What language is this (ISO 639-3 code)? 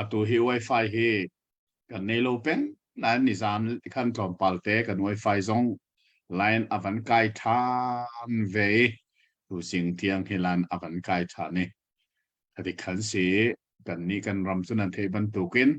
cnh